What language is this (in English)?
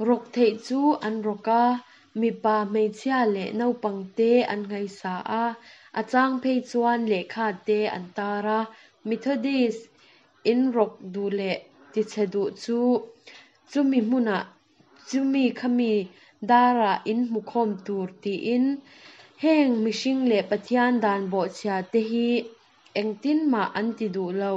Mizo